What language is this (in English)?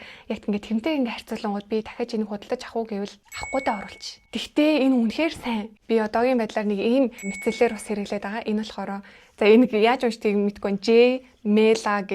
Mongolian